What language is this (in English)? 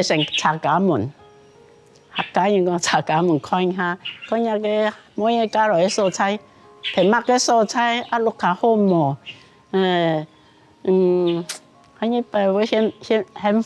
Hakka Chinese